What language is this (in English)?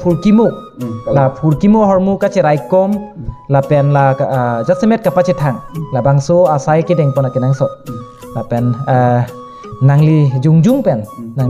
Karbi